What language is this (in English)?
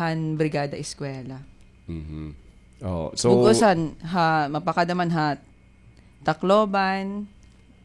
Waray